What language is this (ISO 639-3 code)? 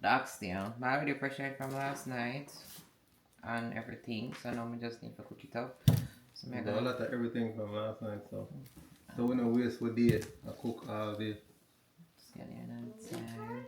jam